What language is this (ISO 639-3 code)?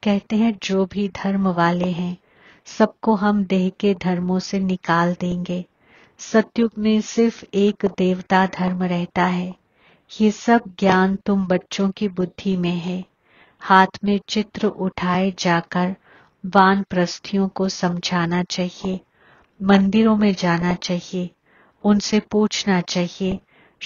hin